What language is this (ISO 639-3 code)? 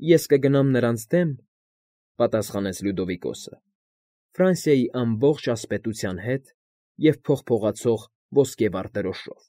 hye